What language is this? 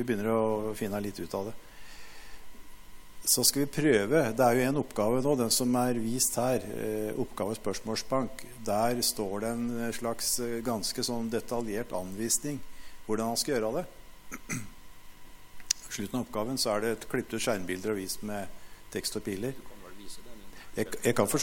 Norwegian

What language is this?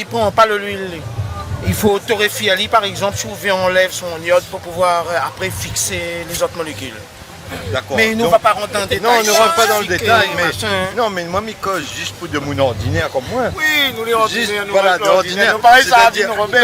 Réunion Creole French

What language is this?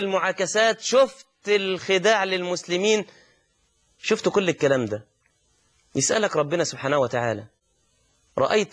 Egyptian Arabic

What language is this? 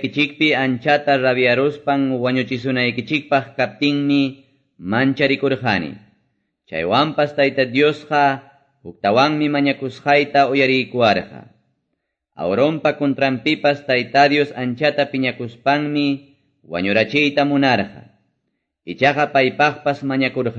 Quechua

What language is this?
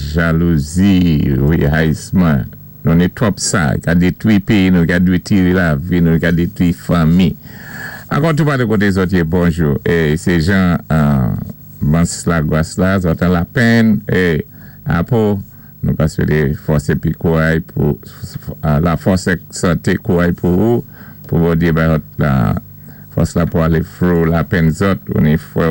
Saint Lucian Creole French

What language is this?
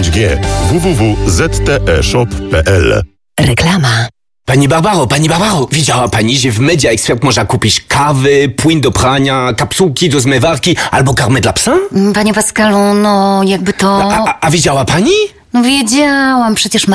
Polish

